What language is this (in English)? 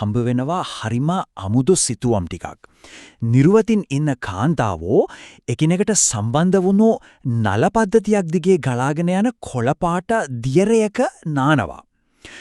Sinhala